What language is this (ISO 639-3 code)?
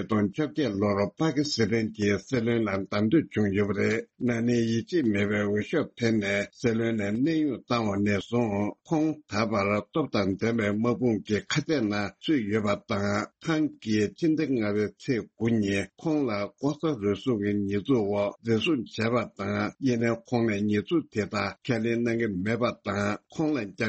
bod